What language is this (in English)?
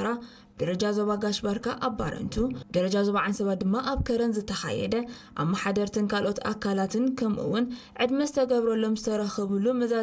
Tigrinya